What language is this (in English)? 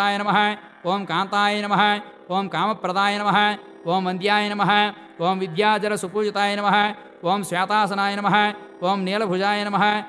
Telugu